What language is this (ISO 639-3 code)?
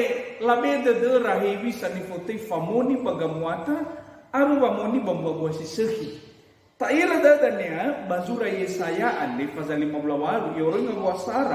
nia